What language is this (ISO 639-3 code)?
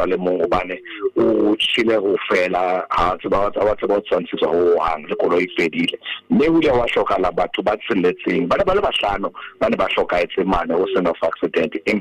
sot